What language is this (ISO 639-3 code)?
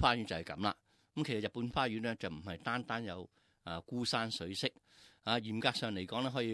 yue